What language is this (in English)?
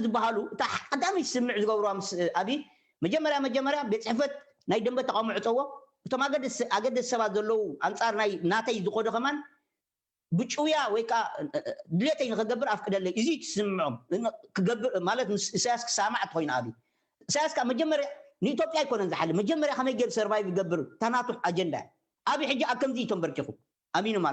Tigrinya